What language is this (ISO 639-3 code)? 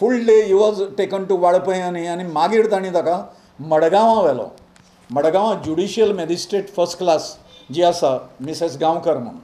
kok